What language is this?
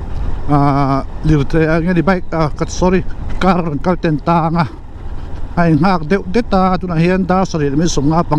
Mizo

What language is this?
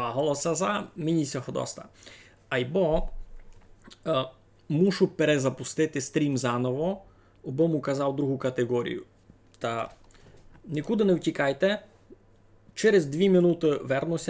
Rusyn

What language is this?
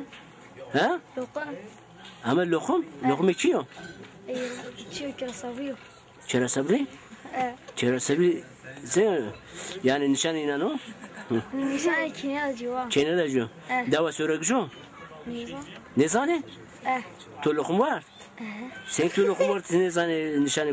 Zaza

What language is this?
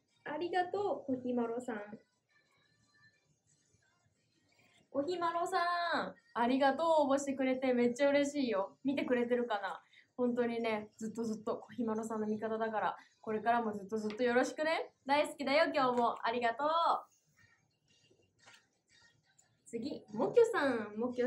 Japanese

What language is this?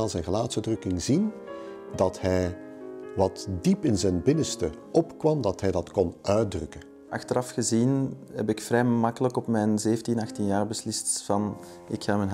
Dutch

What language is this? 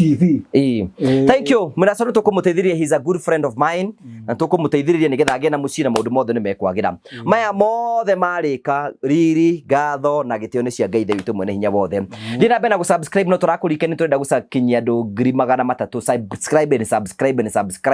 Kikuyu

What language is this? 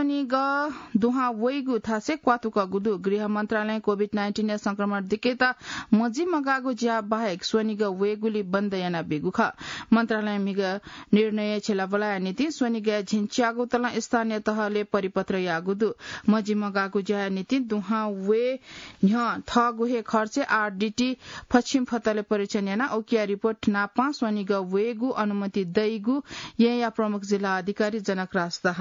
Newari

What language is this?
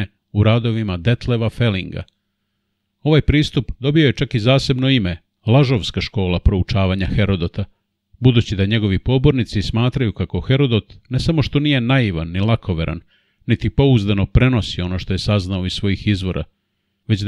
Serbian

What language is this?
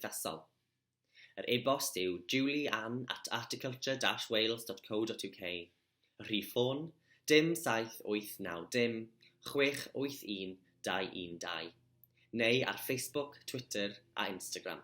Welsh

